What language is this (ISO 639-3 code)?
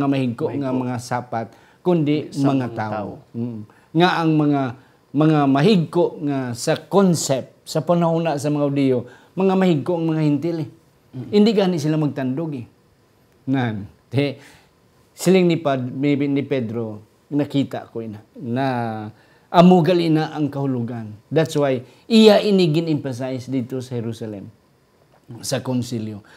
hil